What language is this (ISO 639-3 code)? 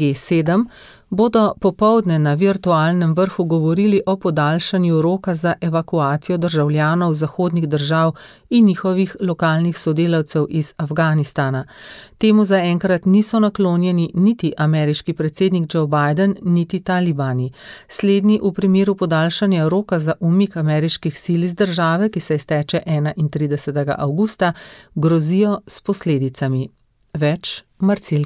slv